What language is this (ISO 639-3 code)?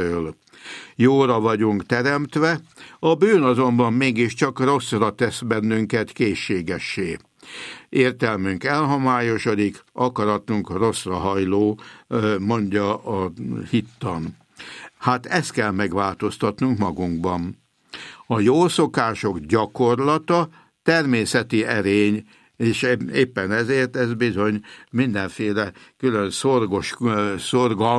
hun